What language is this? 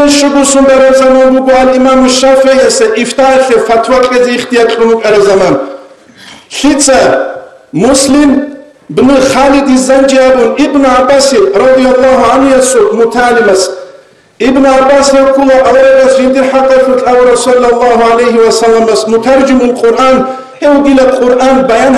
Avaric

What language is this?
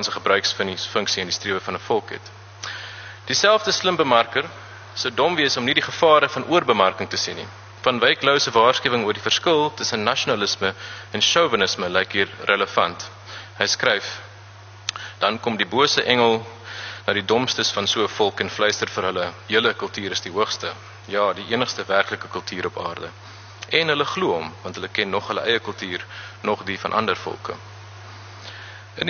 Afrikaans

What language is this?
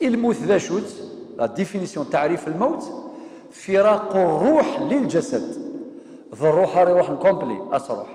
Kabyle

